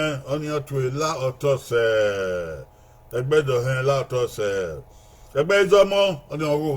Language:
Bini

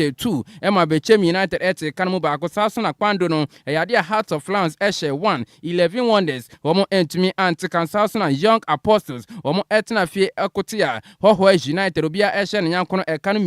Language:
Akan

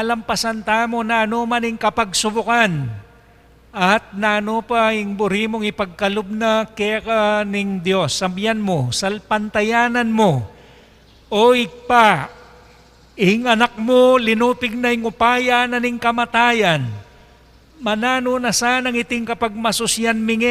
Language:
Pampanga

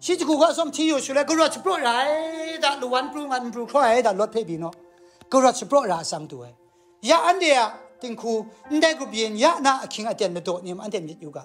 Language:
Kachin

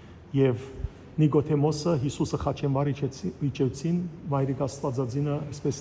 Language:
Western Armenian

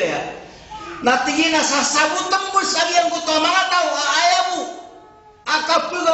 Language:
Maranao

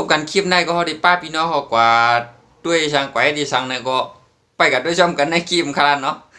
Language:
Shan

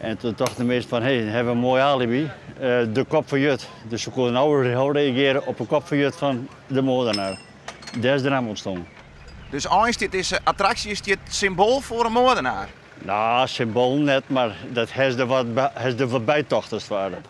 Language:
Western Frisian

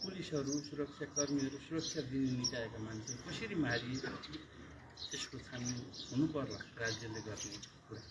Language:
Nepali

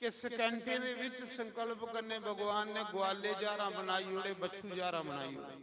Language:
Dogri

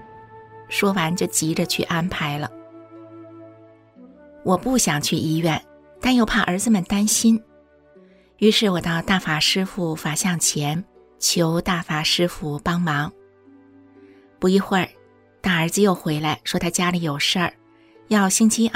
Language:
Chinese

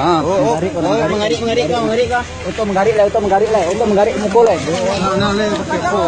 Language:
Minangkabau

